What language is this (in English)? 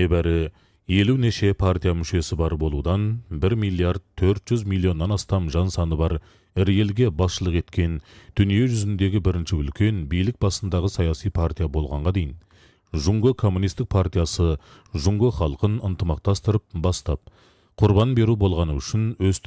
Kazakh